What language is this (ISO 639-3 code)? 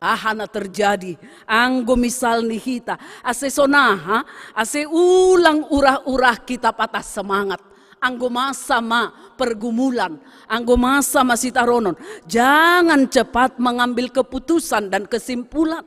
bts